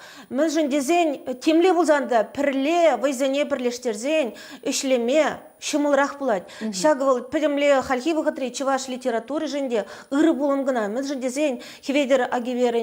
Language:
Chuvash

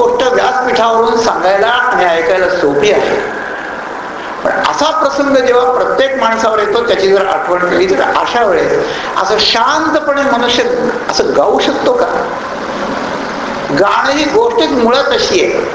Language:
Marathi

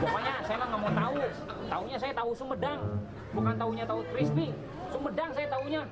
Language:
Betawi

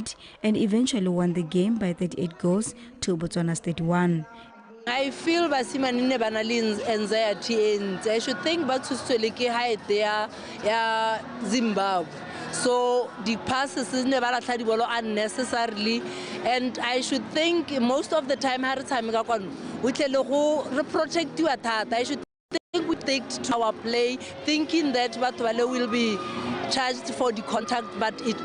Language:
Tswana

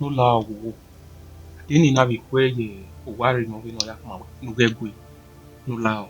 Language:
Bini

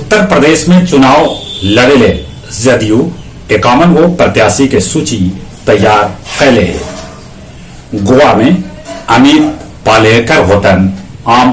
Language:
Magahi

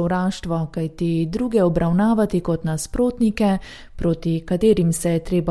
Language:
Slovenian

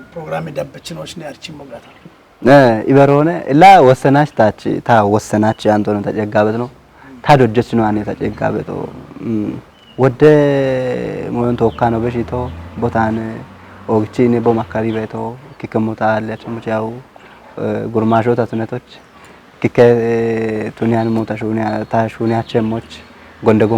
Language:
Kafa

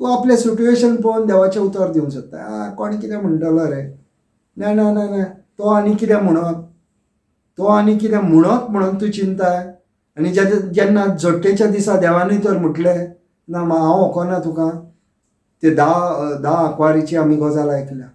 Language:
Konkani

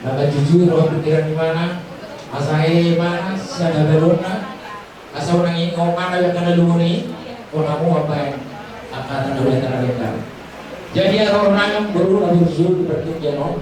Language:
Batak Toba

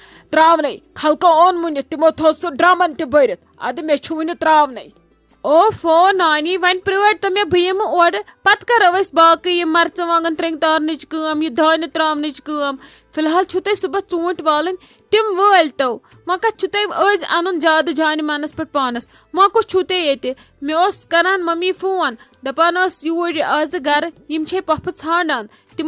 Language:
Kashmiri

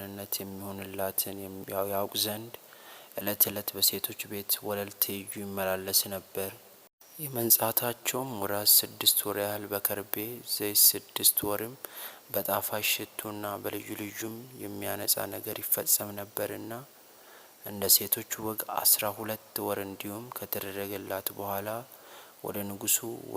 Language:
Amharic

